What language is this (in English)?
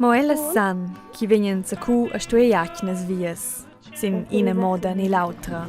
Romansh